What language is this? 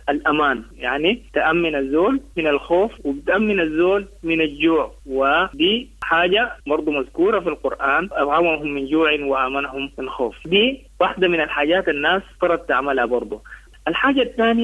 Sudanese Arabic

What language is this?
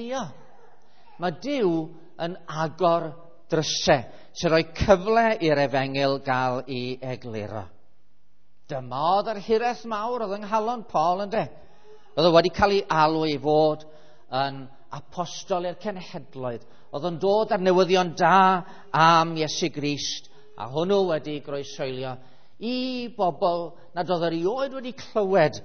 Welsh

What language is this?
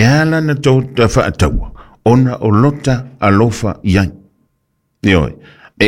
Samoan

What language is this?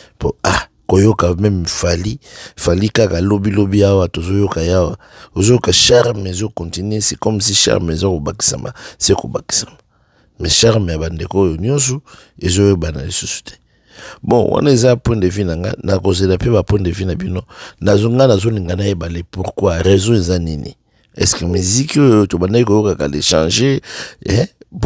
Lingala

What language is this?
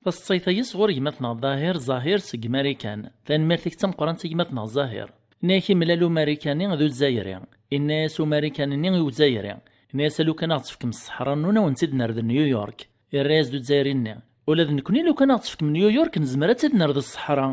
Kabyle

